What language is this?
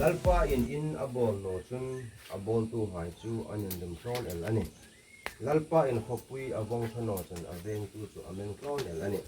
Hmar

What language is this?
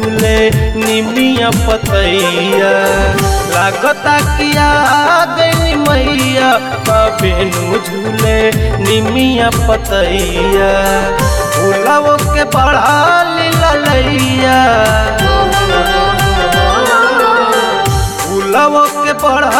Bhojpuri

